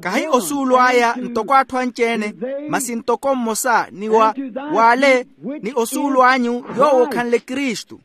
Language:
Makhuwa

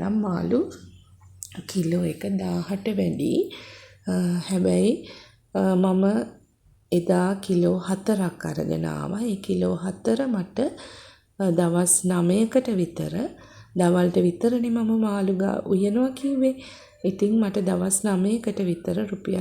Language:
Sinhala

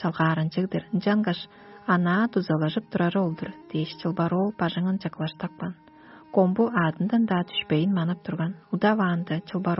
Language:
Tuvinian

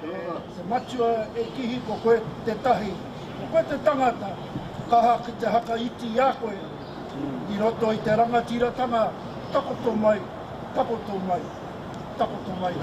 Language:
Māori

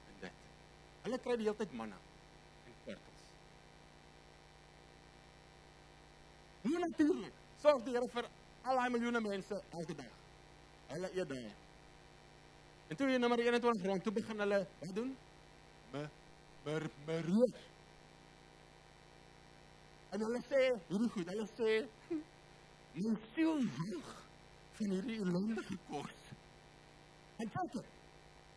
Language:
Afrikaans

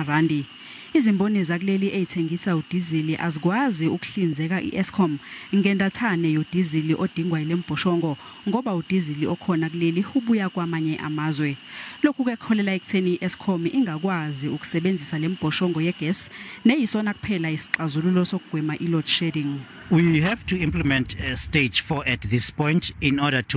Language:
Zulu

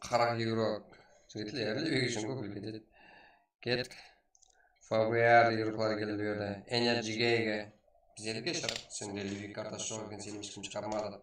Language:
Kara-Kalpak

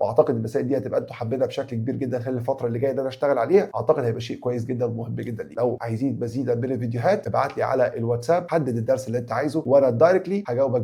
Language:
Egyptian Arabic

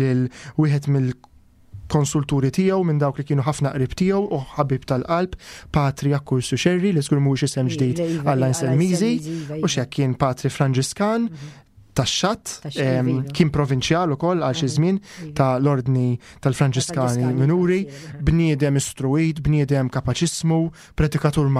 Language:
Maltese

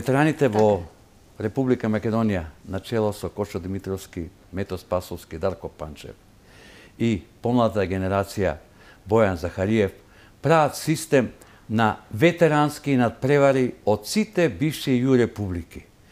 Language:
Macedonian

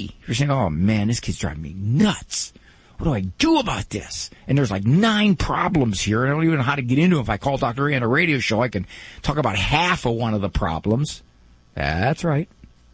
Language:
English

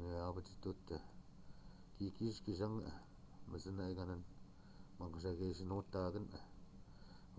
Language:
Chippewa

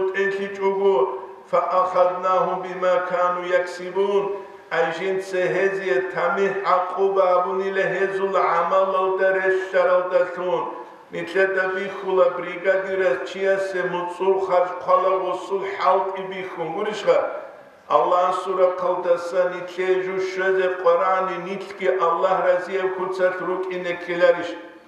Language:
Avaric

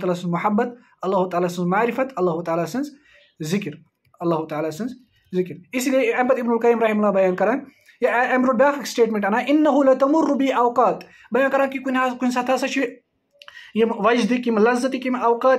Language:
Kashmiri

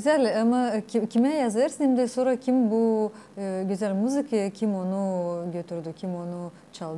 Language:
Gagauz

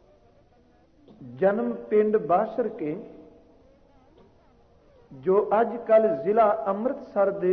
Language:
Punjabi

